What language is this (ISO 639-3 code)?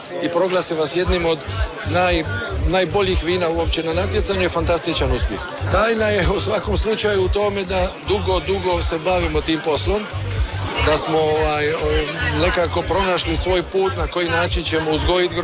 hrv